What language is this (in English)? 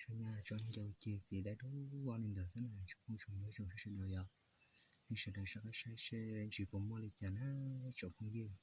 Hmong